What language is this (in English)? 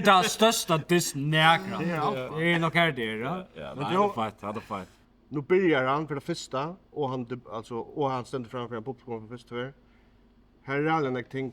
Faroese